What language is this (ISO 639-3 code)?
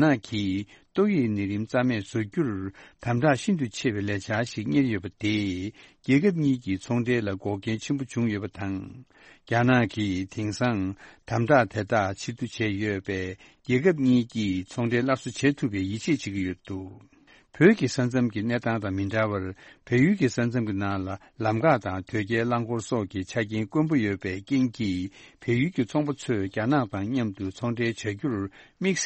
bod